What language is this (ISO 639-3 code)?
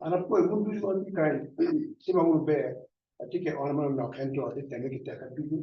ach